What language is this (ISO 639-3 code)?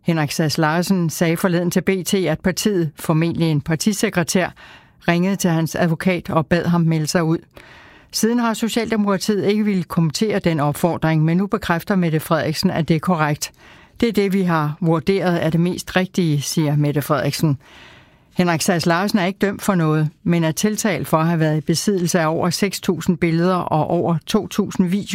dan